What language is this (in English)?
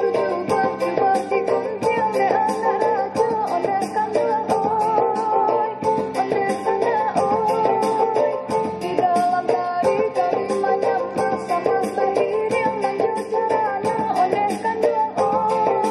Minangkabau